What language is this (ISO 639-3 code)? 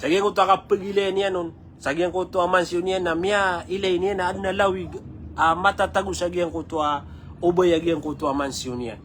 mrw